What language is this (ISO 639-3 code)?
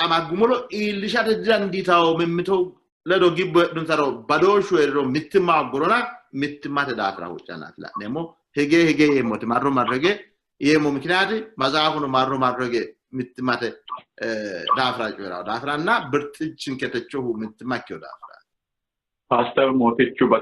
sid